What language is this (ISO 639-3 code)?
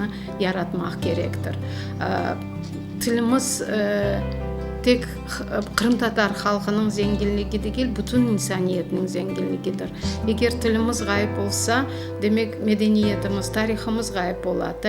crh